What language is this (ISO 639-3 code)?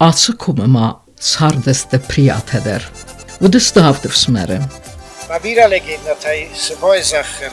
oss